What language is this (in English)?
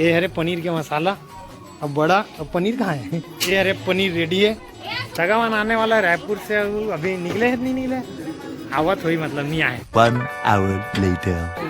Chhattisgarhi